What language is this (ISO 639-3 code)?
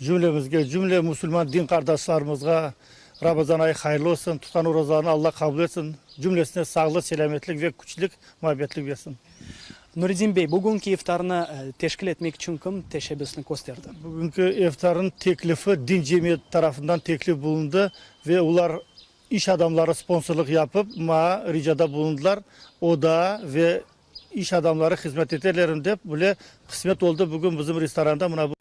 crh